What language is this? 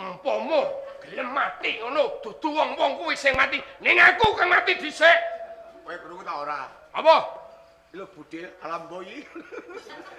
Javanese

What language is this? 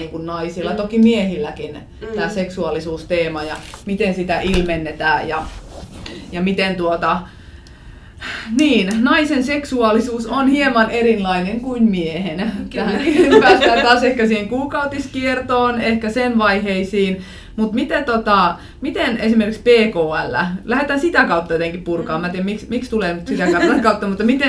Finnish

